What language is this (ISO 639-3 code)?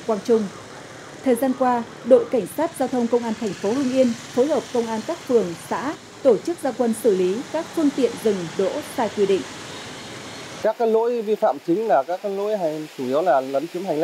vie